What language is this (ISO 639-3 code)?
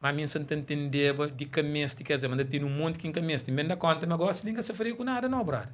kea